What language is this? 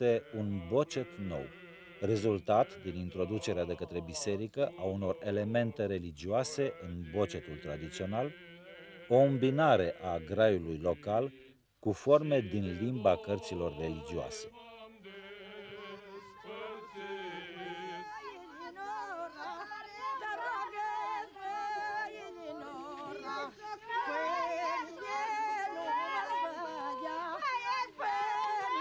Romanian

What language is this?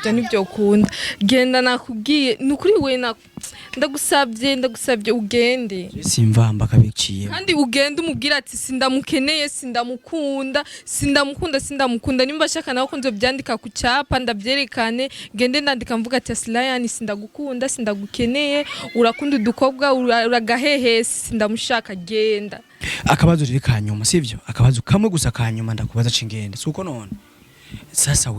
Rundi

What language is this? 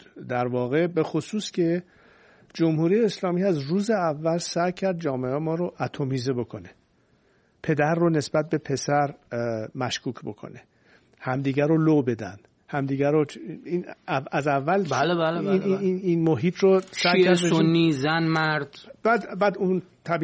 Persian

